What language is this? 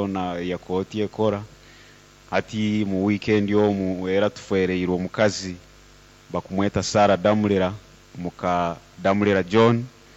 Nyankole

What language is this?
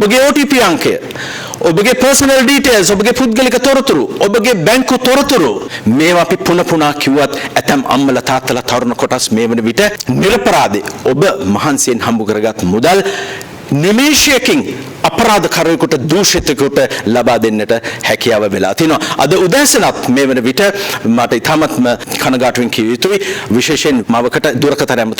Sinhala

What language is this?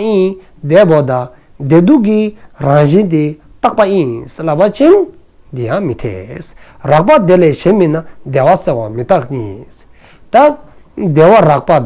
Dzongkha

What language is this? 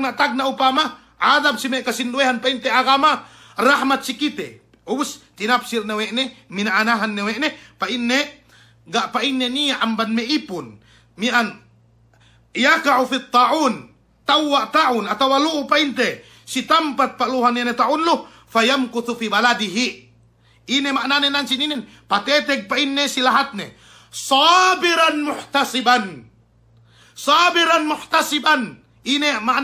Yakan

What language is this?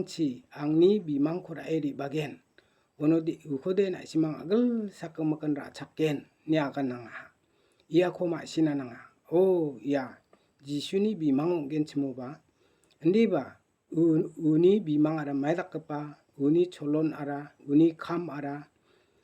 Garo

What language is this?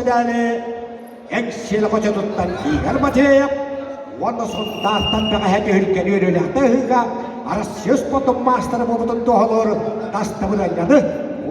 Yakut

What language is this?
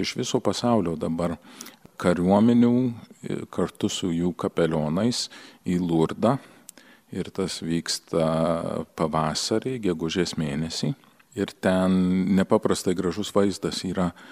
Lithuanian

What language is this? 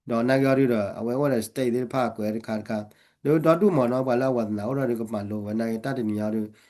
S'gaw Karen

